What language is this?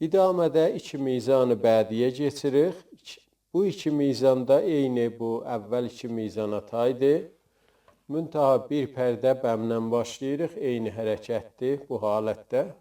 South Azerbaijani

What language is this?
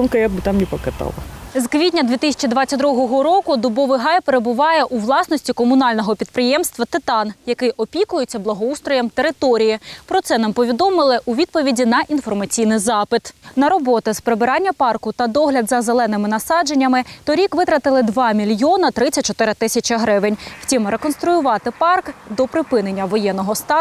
Ukrainian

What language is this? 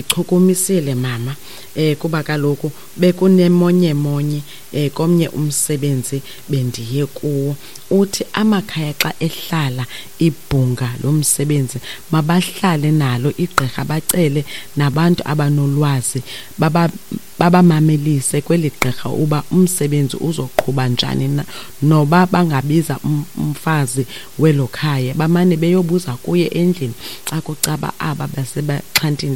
Xhosa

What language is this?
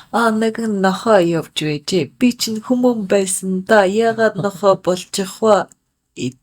Mongolian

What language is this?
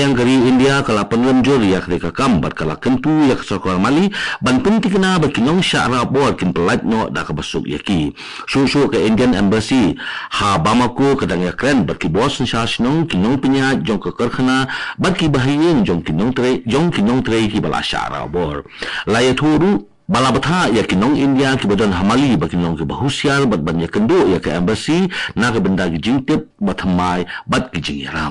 Khasi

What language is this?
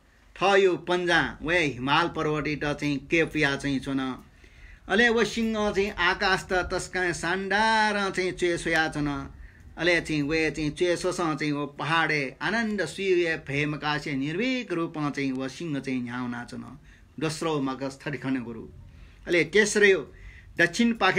Newari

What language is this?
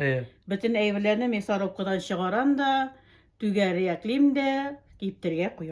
Tatar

